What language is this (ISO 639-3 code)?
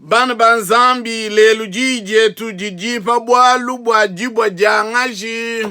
lua